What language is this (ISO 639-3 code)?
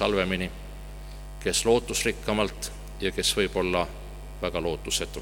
est